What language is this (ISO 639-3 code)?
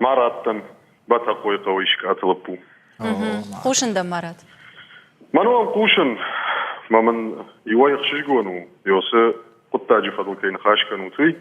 oss